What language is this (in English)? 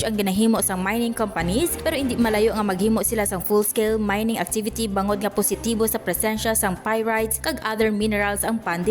Hiligaynon